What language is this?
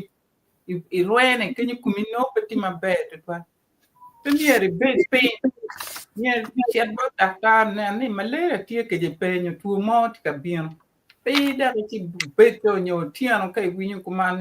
Acoli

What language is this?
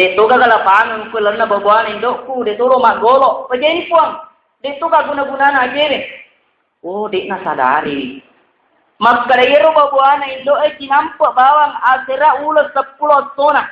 Buginese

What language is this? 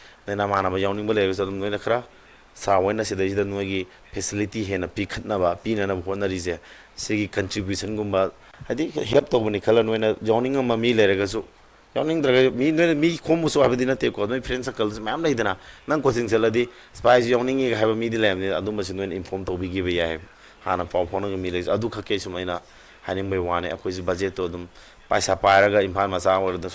Manipuri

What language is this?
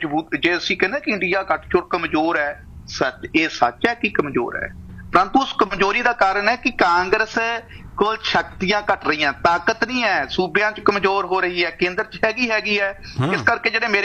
Punjabi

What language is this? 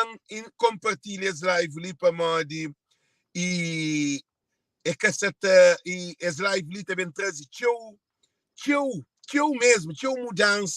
Kabuverdianu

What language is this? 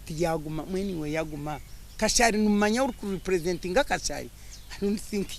Nyankole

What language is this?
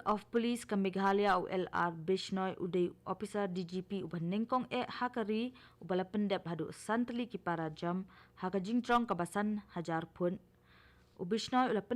Khasi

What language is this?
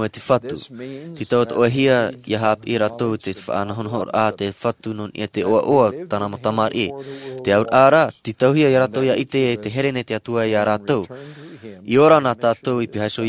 Tahitian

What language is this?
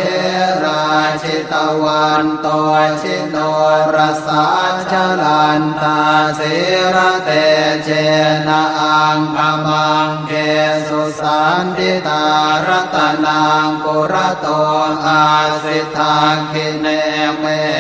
Pali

